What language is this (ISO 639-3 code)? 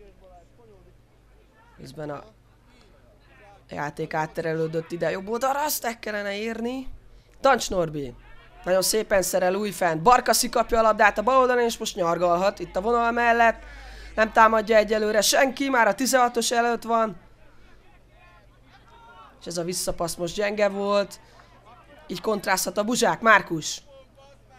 hun